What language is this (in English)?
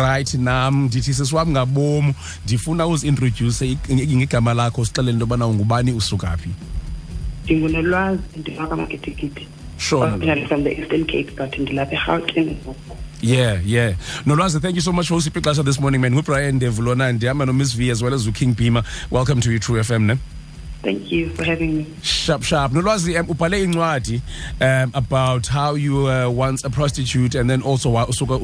Xhosa